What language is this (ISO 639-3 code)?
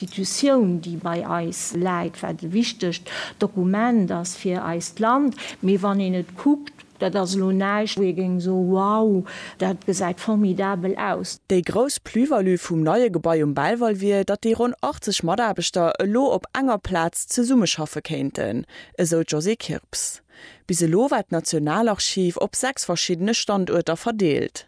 ltz